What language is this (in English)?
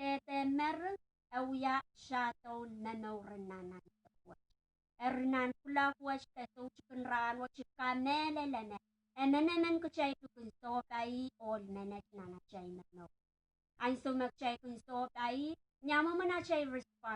Pohnpeian